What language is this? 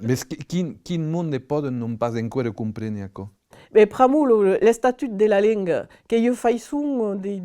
Occitan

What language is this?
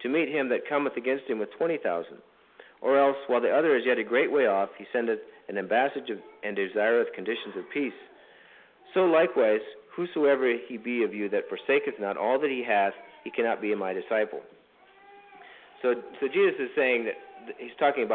English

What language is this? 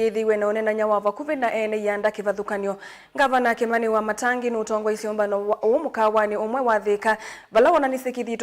Kamba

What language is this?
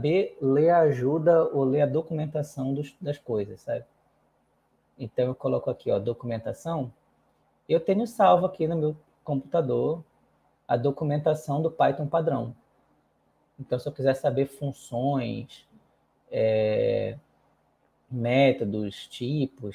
Portuguese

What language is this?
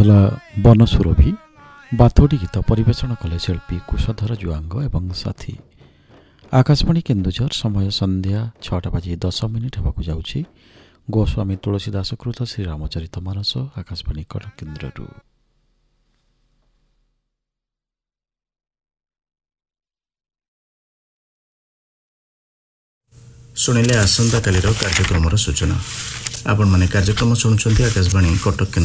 Odia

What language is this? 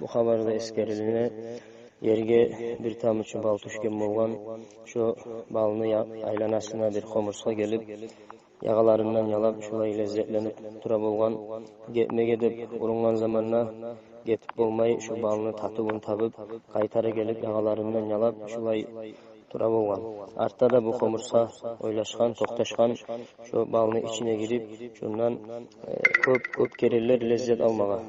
Kumyk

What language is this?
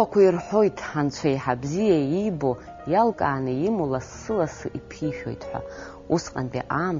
Abkhazian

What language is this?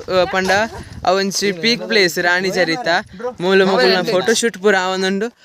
Tulu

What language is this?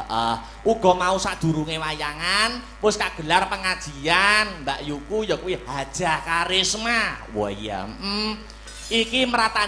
Javanese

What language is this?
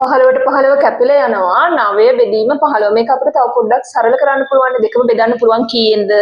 Sinhala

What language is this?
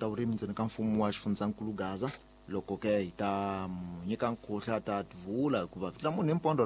Tsonga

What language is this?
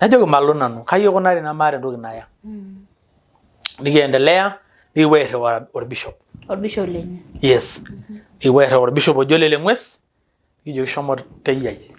Masai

